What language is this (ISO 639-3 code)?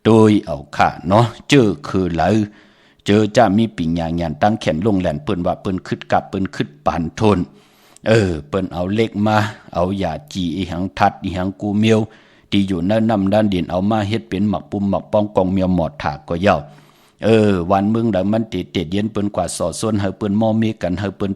shn